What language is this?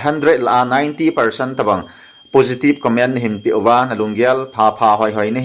Thado Chin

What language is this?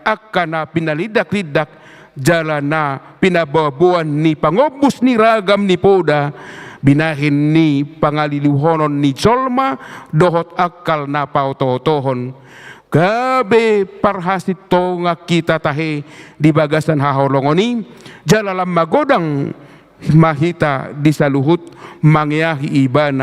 Batak Toba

